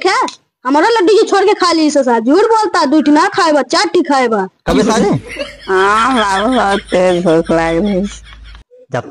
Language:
Awadhi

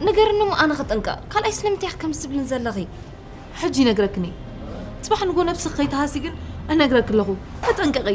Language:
Tigrinya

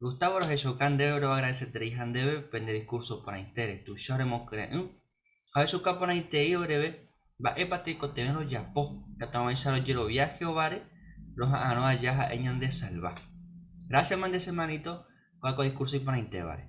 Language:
Guarani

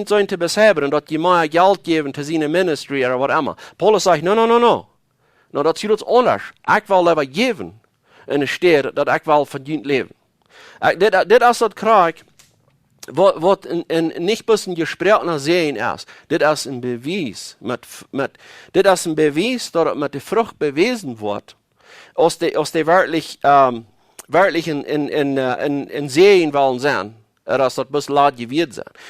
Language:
Plautdietsch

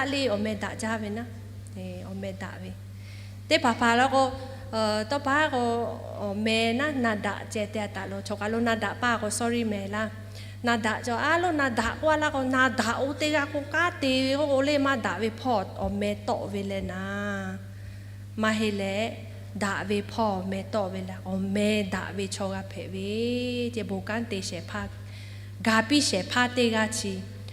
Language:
Lahu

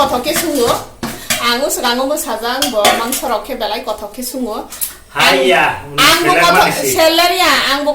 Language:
Kok Borok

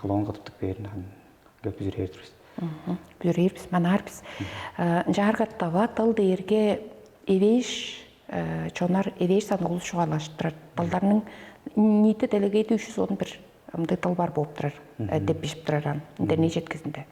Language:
Tuvinian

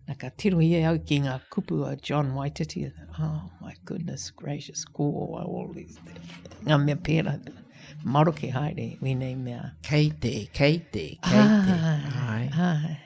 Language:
Māori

